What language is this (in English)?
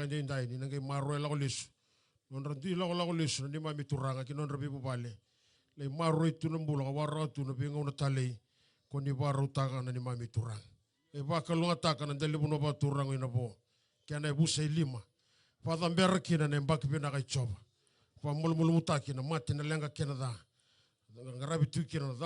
Fijian